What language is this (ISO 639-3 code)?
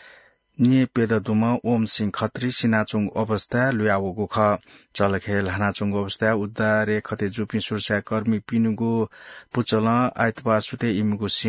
new